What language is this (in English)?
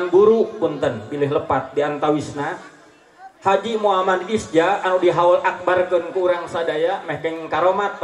Sundanese